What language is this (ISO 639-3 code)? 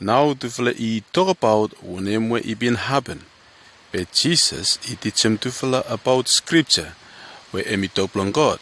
bis